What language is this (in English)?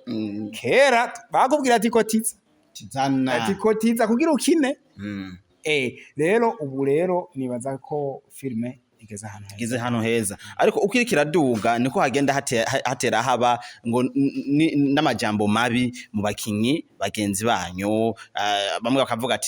Rundi